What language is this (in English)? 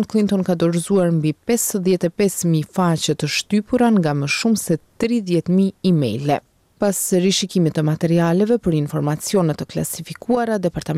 Albanian